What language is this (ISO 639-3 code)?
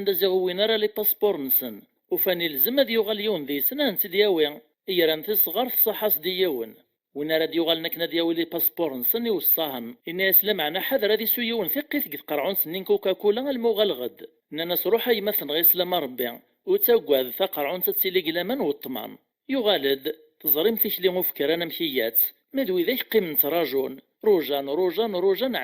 kab